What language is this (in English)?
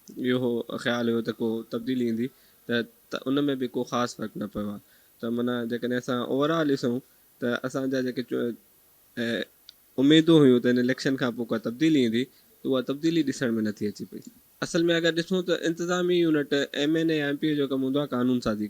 Sindhi